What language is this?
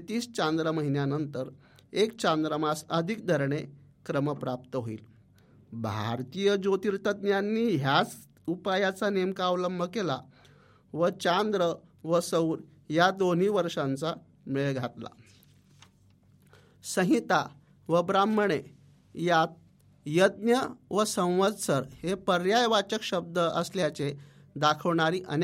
Marathi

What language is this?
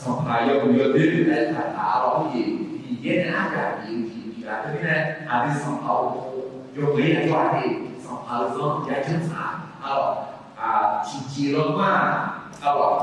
Akha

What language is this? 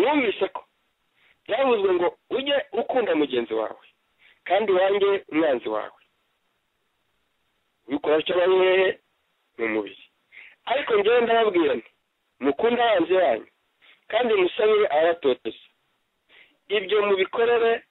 Kinyarwanda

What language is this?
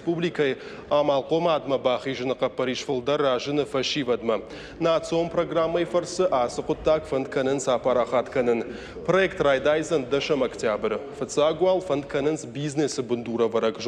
Ossetic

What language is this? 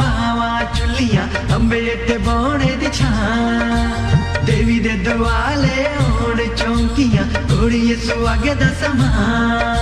Dogri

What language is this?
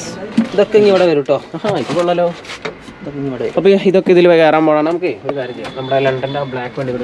Malayalam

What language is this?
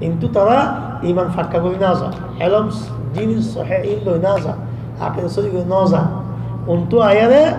Rohingya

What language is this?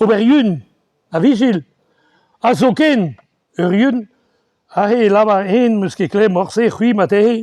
Breton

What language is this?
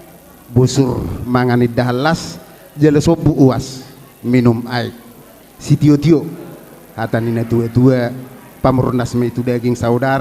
Batak Toba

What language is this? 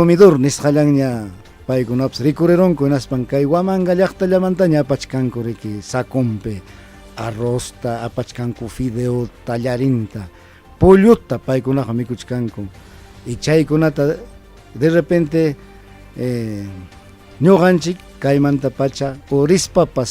Ayacucho Quechua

